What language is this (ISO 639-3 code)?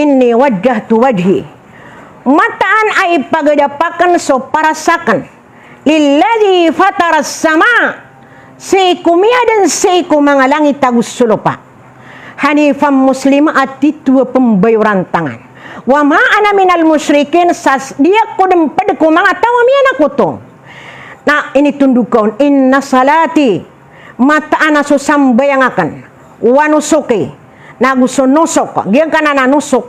mrw